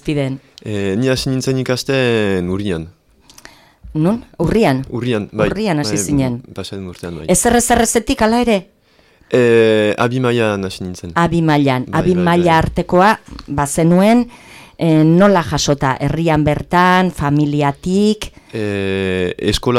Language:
Basque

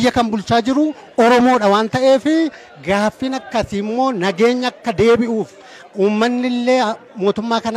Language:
Oromo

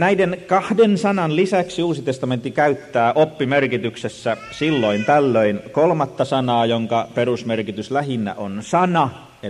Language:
Finnish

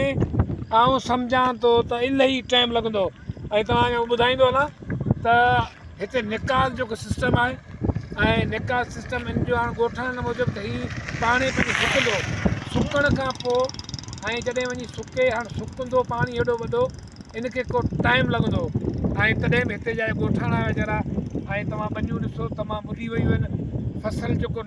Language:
Sindhi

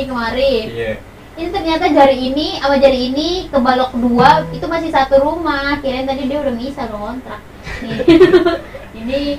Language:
Betawi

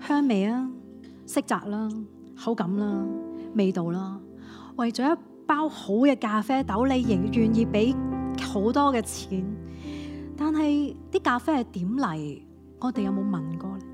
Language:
Cantonese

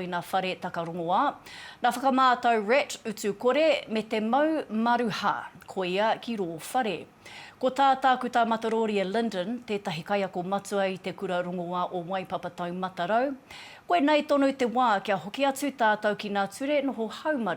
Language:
Māori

